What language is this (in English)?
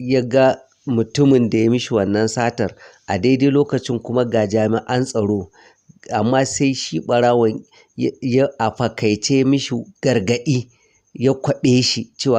Hausa